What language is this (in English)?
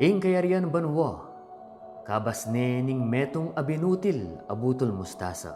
Pampanga